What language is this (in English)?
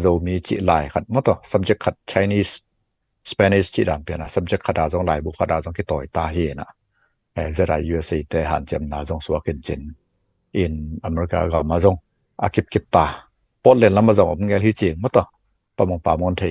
Tedim Chin